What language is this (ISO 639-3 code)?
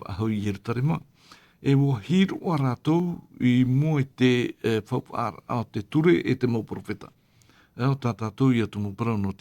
tah